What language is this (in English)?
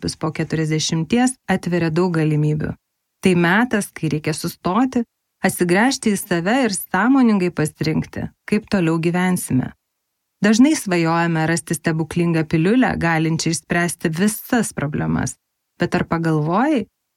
Lithuanian